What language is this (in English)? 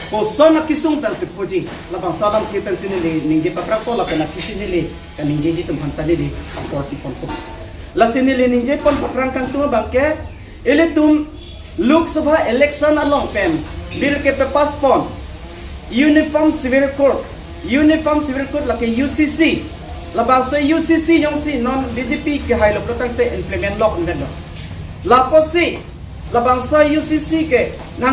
Karbi